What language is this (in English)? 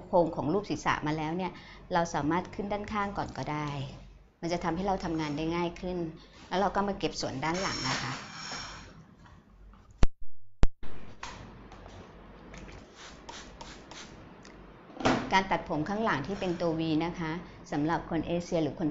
Thai